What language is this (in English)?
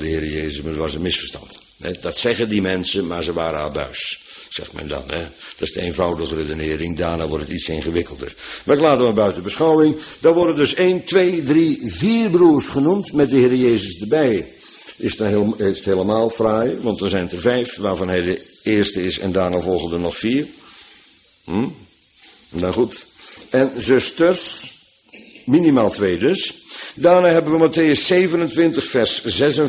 Dutch